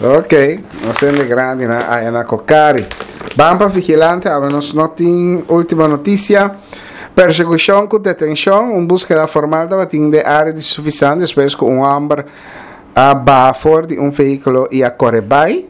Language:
Papiamento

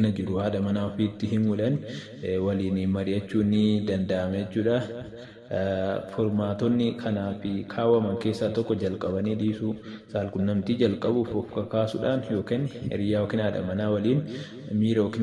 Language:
Oromo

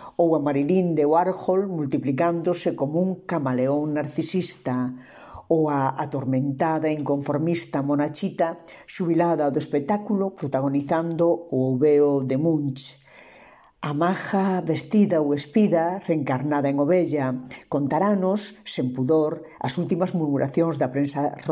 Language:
Galician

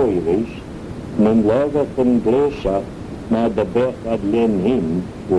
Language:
Manx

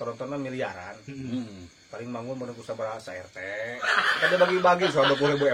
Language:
Sundanese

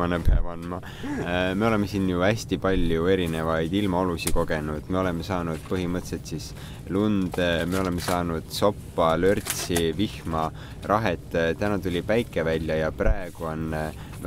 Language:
Estonian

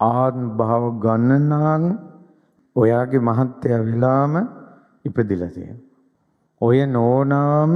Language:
Sinhala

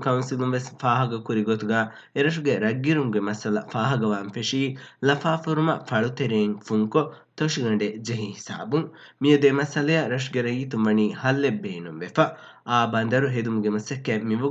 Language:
Divehi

